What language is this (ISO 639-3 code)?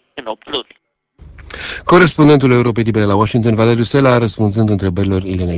ron